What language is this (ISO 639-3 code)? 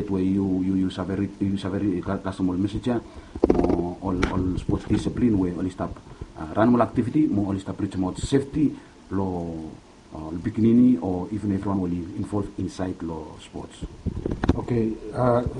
bis